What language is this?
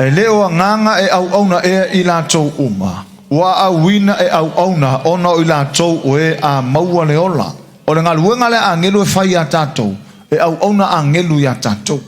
Samoan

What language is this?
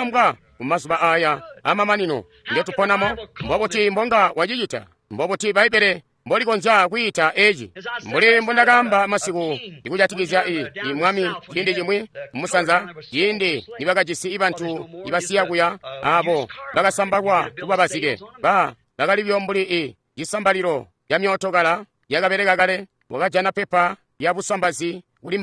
Tonga (Zambia)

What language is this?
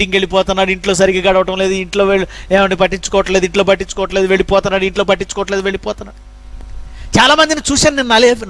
Telugu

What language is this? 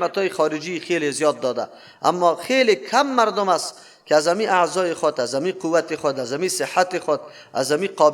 Persian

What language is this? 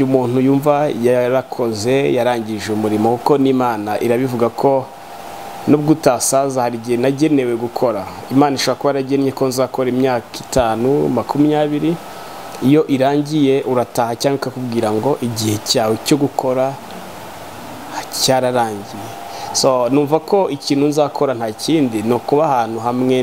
Kinyarwanda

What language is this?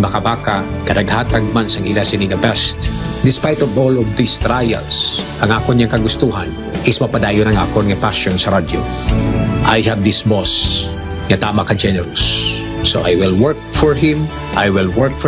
Hiligaynon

